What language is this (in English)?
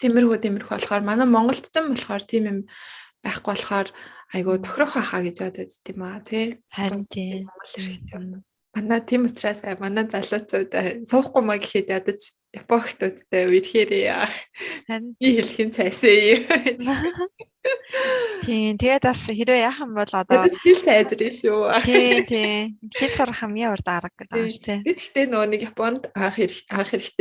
Mongolian